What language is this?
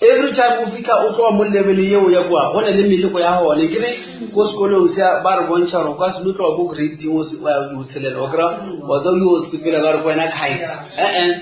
Northern Sotho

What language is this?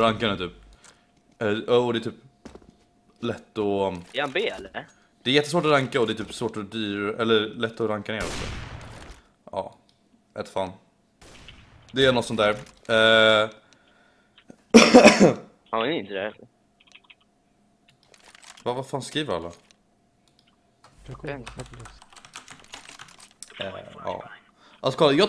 Swedish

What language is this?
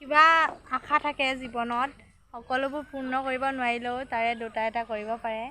Assamese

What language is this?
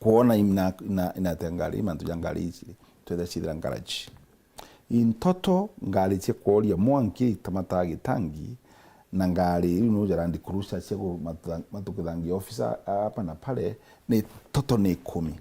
Meru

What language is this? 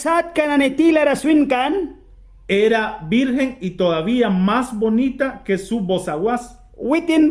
Mískito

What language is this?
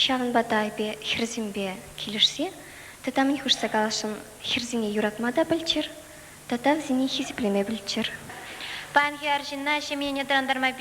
Chuvash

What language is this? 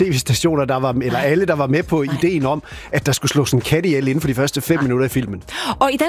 Danish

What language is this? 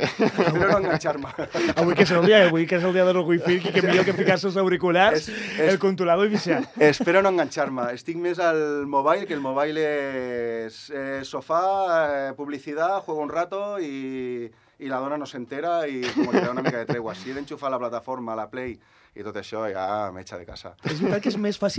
Catalan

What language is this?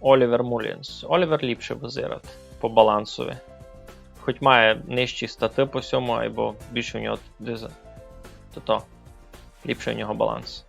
Rusyn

